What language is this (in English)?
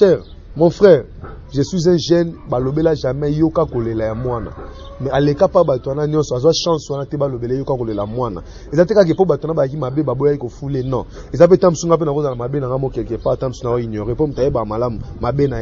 Lingala